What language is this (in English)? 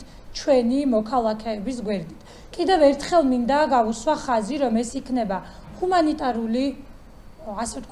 Georgian